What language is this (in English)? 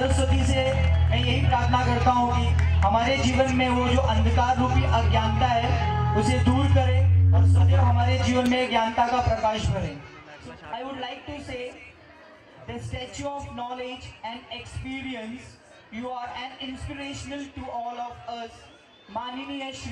Hindi